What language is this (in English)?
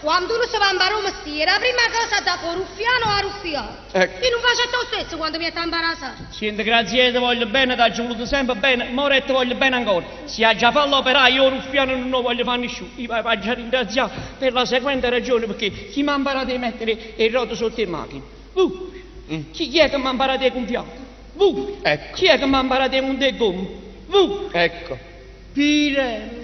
Neapolitan